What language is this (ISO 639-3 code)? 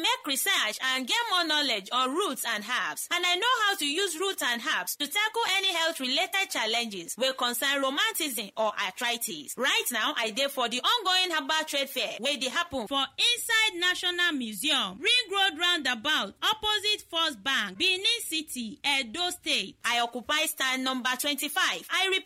pcm